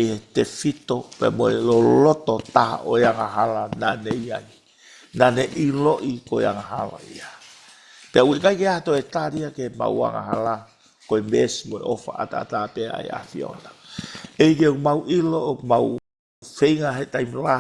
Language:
Tongan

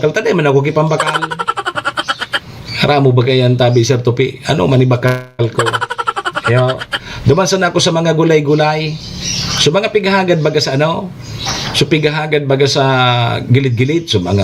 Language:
Bikol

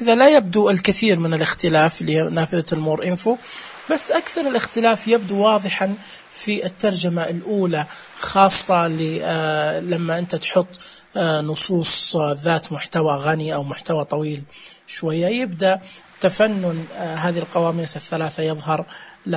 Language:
Najdi Arabic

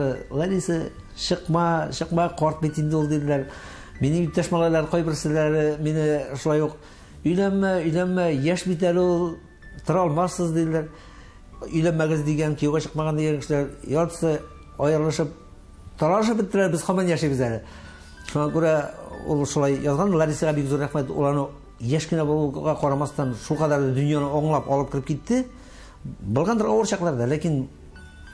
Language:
Tatar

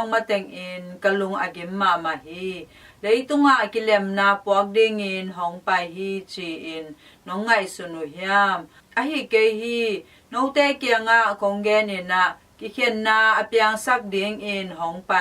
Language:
Tedim Chin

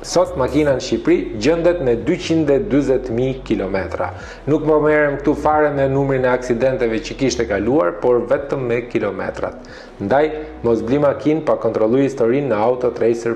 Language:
Albanian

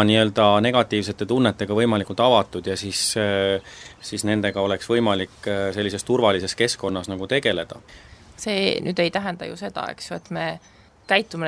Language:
Estonian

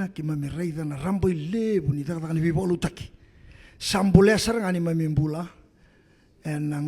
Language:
Fijian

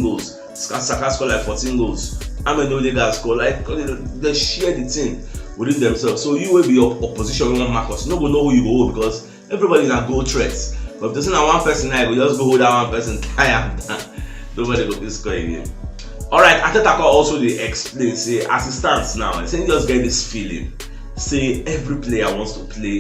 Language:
Nigerian Pidgin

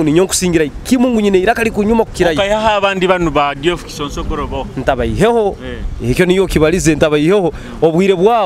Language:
Nyoro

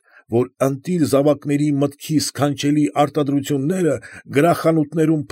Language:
Armenian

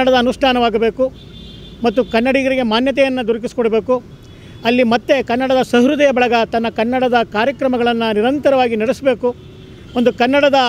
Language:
Kannada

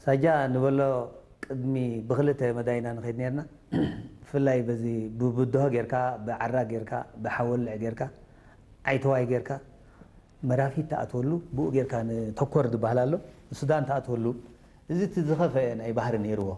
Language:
Tigrinya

